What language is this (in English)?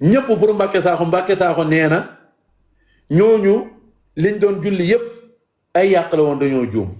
Wolof